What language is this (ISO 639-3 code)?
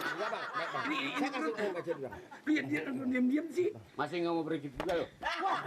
bew